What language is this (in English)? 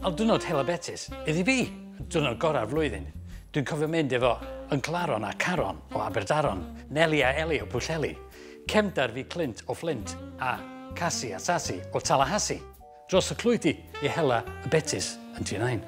Welsh